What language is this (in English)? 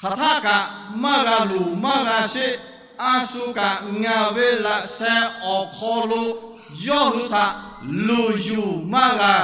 Lahu